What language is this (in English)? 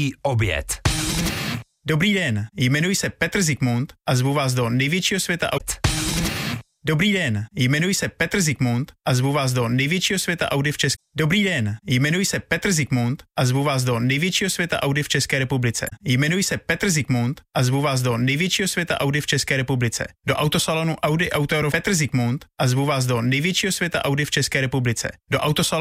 Czech